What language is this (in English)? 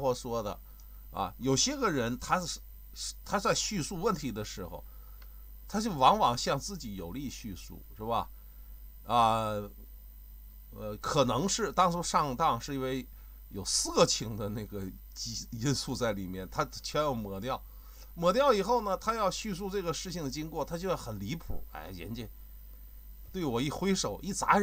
Chinese